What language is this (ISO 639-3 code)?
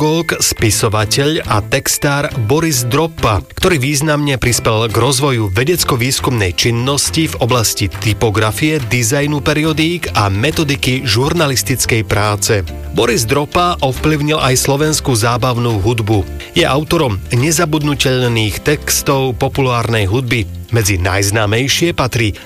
slk